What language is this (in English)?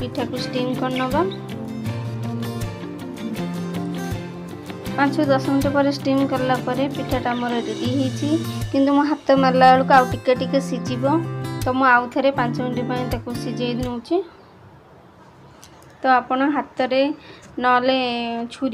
Odia